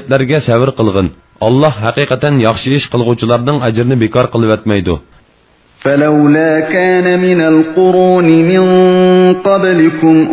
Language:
Uyghur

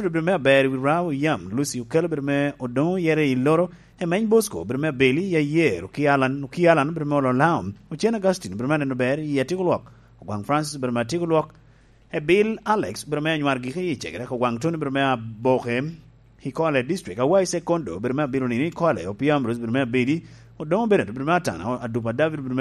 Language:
Lango (Uganda)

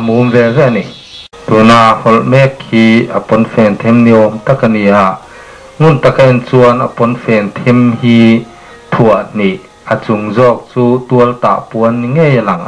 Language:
Mizo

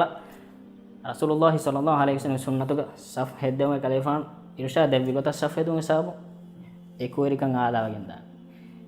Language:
Divehi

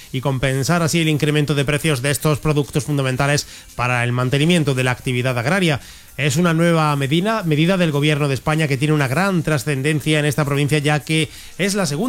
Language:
Spanish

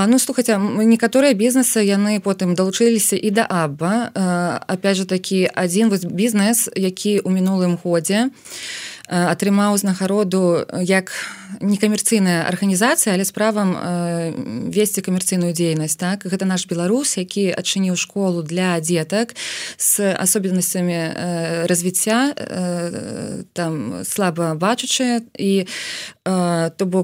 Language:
Belarusian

